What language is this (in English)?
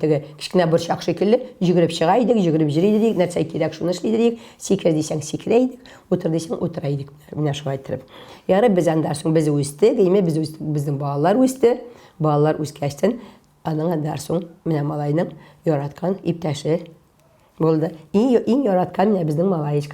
Tatar